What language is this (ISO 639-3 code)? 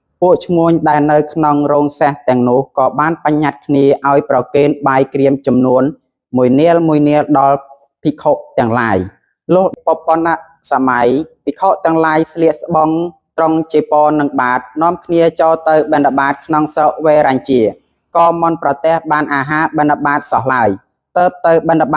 khm